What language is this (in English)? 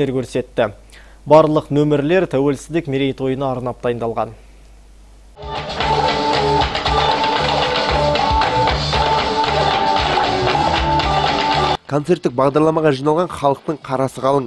Kazakh